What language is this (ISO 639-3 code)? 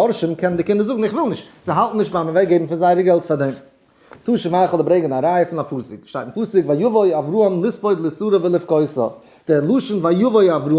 yid